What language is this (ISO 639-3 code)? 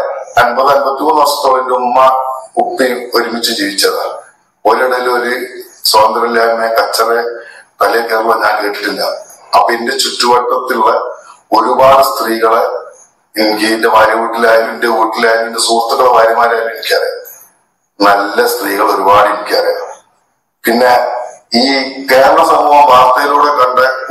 mal